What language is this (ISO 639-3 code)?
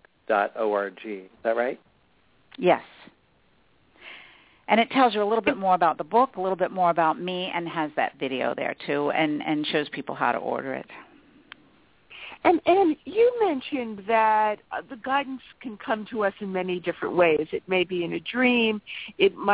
eng